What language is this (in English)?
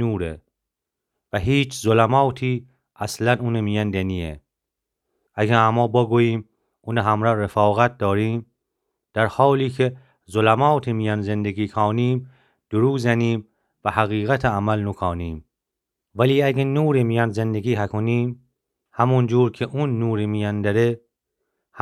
Gilaki